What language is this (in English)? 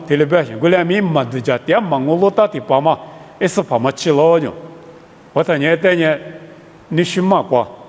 Lisu